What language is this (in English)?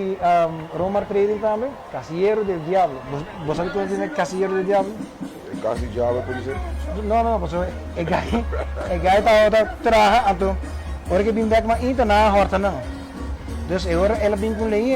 Papiamento